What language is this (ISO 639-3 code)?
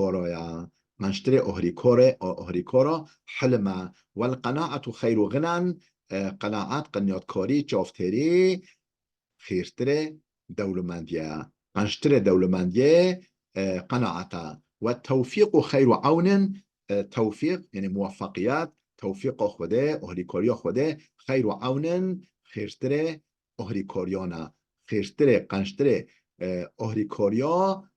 kur